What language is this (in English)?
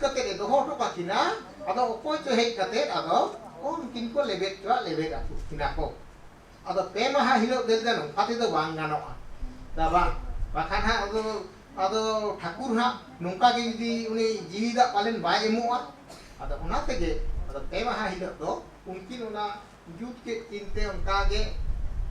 Santali